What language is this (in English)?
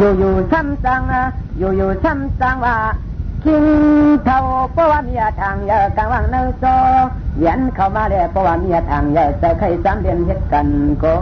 Shan